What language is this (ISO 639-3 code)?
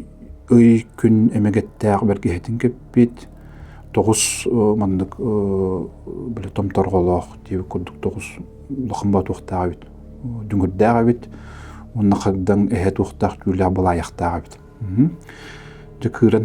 sah